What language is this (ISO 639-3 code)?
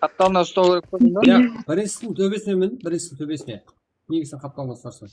kaa